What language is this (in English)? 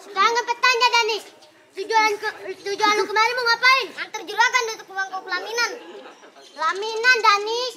Betawi